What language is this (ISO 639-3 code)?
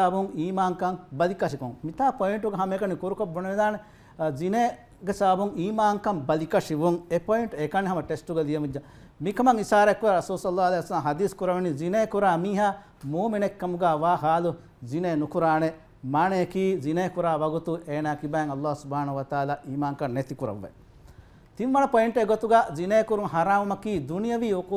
div